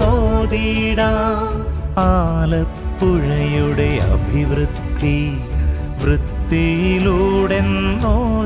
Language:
Malayalam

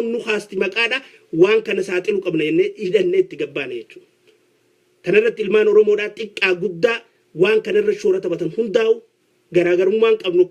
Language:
Oromo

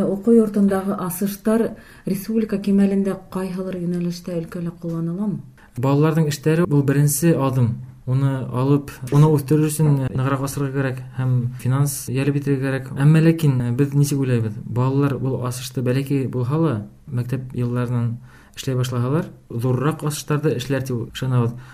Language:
Bashkir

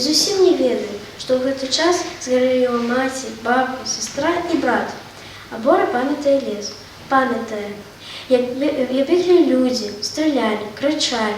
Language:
Belarusian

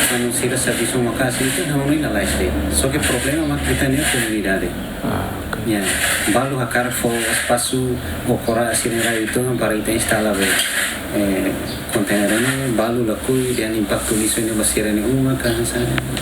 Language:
Tetum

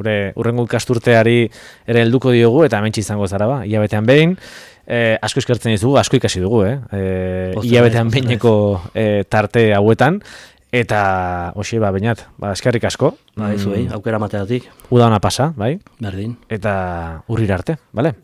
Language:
Basque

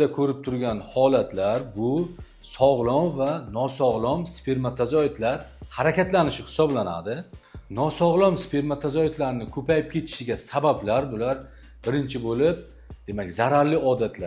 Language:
Uzbek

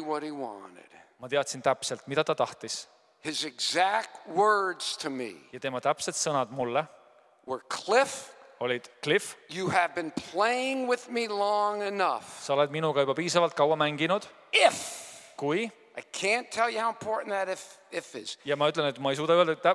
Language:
Estonian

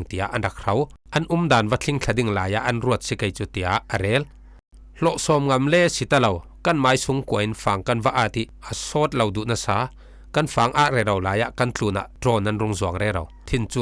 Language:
Falam Chin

